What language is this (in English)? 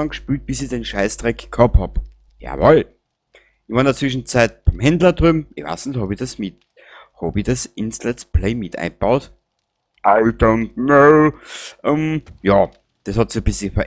Bavarian